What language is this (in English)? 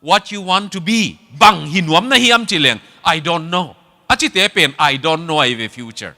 Tedim Chin